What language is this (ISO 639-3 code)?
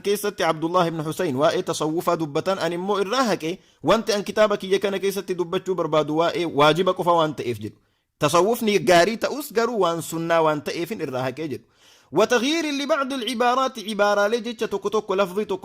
orm